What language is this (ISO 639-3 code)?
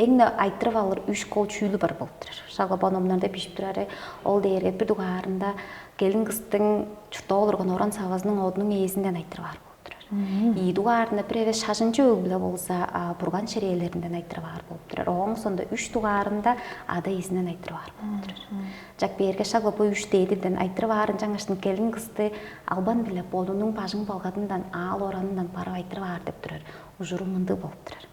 tyv